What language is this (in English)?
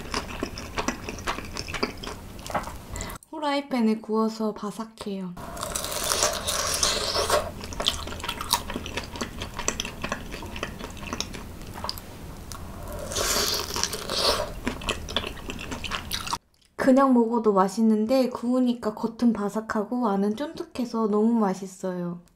Korean